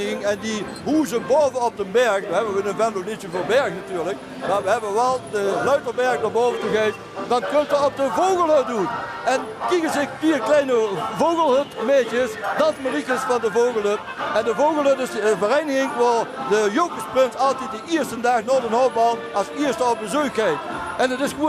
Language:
Limburgish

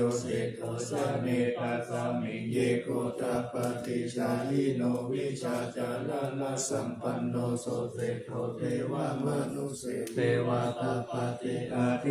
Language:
Pali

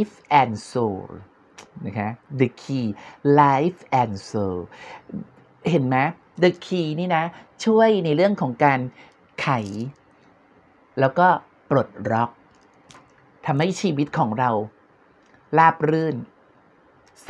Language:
Thai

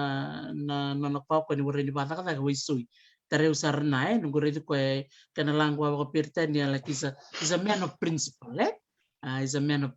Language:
Fijian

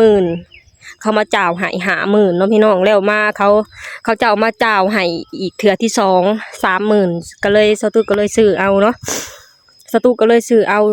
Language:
Lao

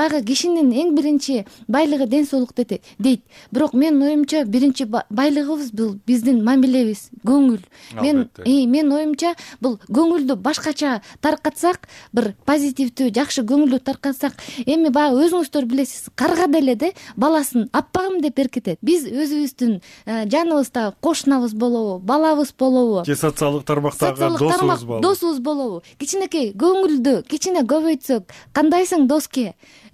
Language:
Kyrgyz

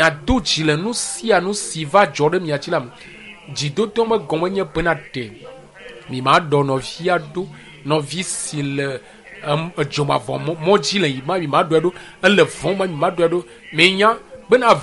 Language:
Ewe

